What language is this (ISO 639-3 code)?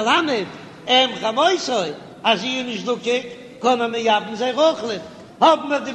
yid